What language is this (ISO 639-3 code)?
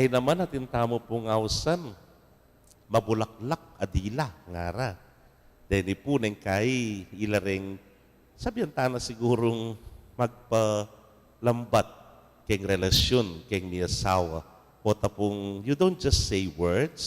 pam